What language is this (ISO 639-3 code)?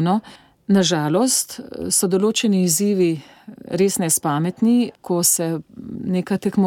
slv